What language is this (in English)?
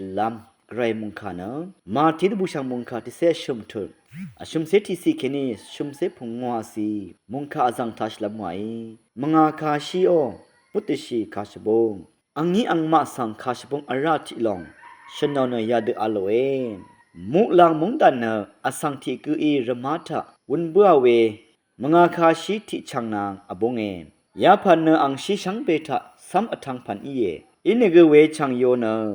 Rawang